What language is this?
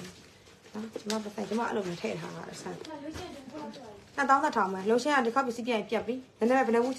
Burmese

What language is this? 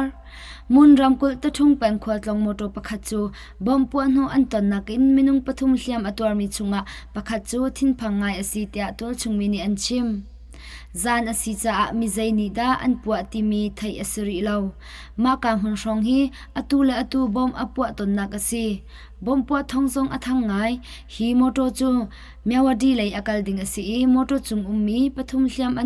Hakha Chin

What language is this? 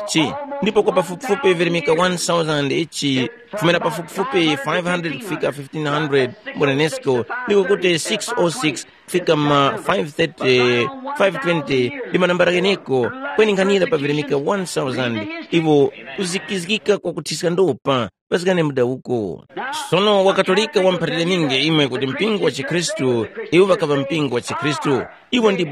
Tumbuka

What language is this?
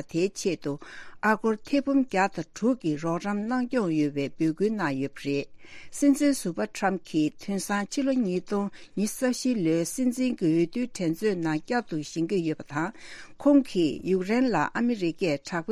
Tibetan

